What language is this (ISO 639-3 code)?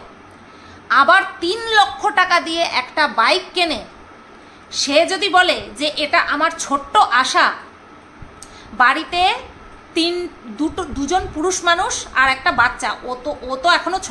ben